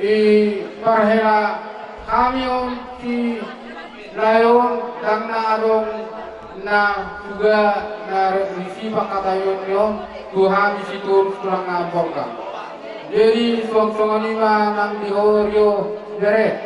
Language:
Batak Toba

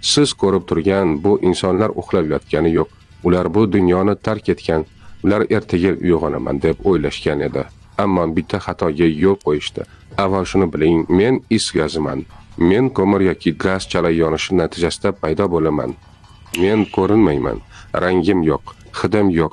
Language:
Uzbek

